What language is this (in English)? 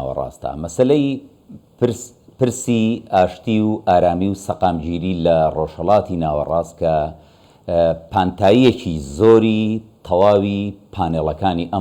Central Kurdish